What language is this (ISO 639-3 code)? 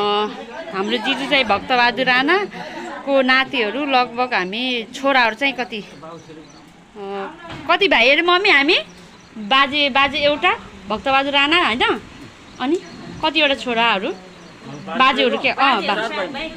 nep